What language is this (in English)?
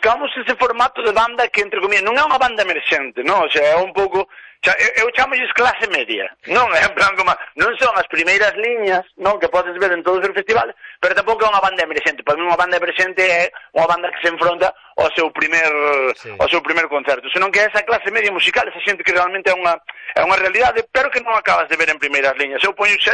Galician